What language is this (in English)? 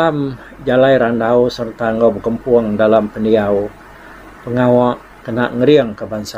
Iban